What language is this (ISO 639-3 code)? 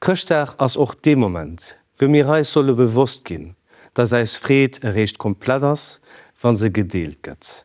ltz